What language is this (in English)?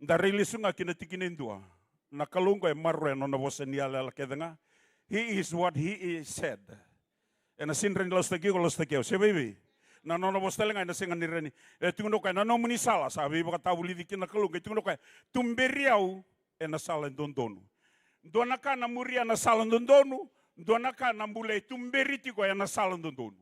Fijian